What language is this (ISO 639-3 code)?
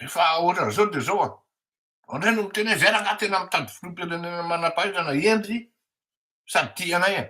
mlg